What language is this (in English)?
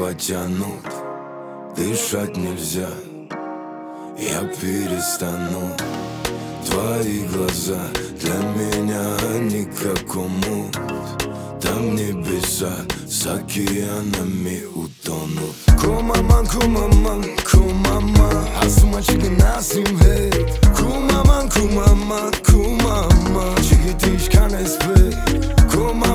Russian